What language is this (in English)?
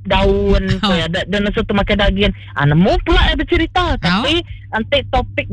Iban